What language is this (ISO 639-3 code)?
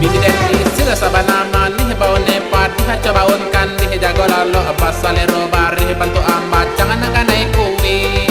min